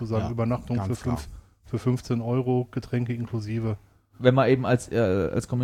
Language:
German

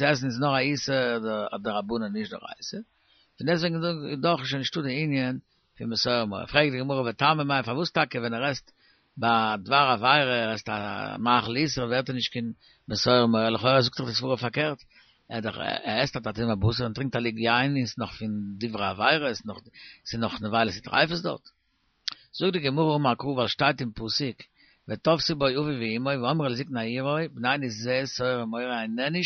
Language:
Yiddish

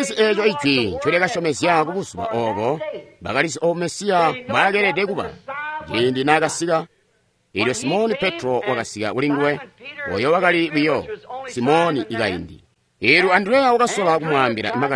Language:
Tonga (Zambia)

